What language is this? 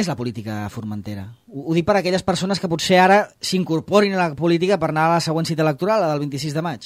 Catalan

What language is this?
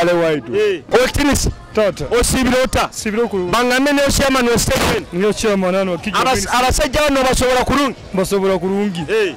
Nyoro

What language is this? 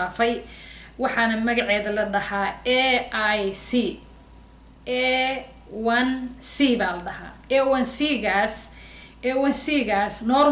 Somali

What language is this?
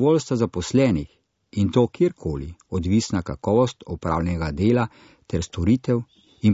Slovenian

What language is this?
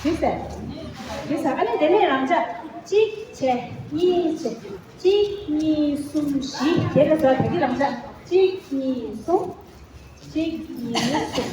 Tibetan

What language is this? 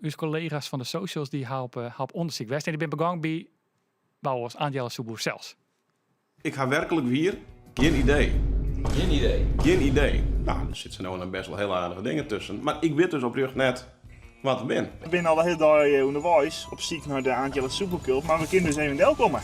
Western Frisian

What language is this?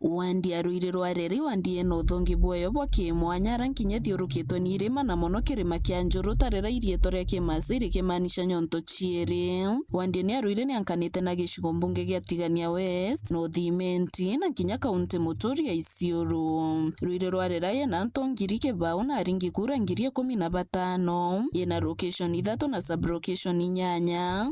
Meru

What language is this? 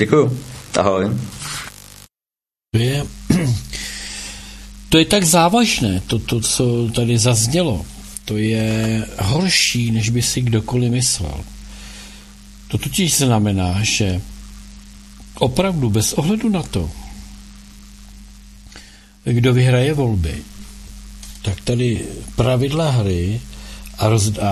Czech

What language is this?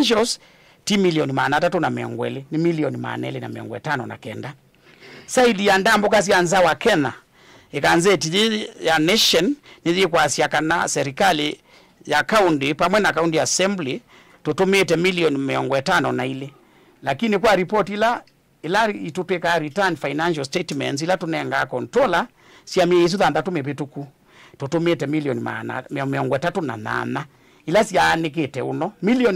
Kamba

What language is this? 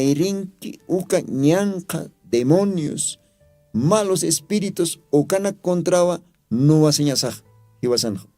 Aymara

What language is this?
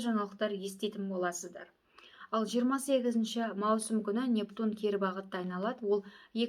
Kazakh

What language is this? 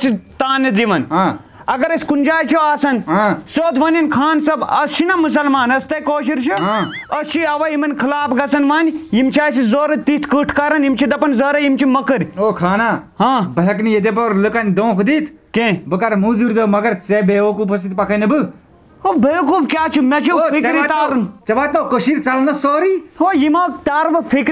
Kashmiri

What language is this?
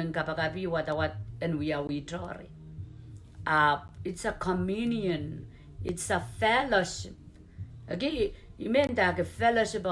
Pohnpeian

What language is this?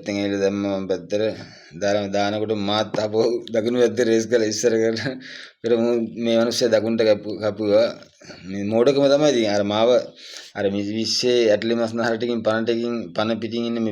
Sinhala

